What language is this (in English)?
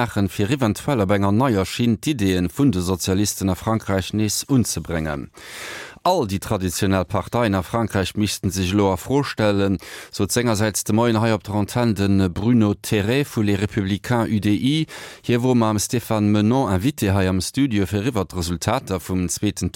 Luxembourgish